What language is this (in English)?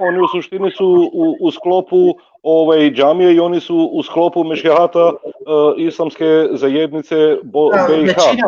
Bosnian